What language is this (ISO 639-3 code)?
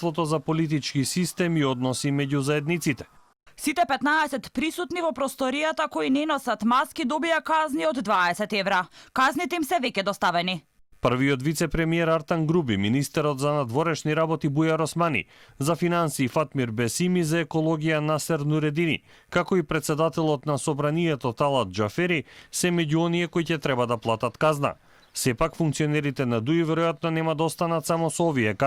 mkd